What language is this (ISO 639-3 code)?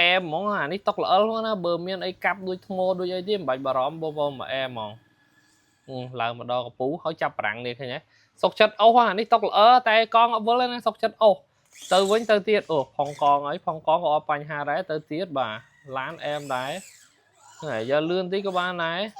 khm